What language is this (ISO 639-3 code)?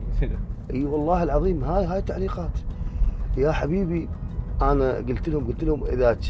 acm